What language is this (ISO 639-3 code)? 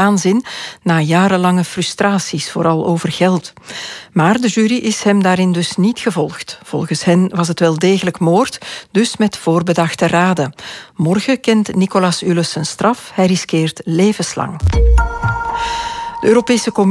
nld